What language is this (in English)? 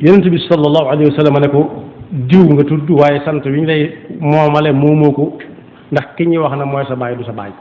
Wolof